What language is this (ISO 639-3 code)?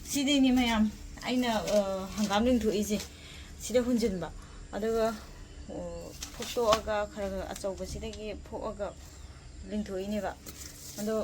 mni